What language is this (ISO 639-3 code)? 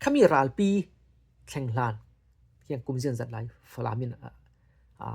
cfm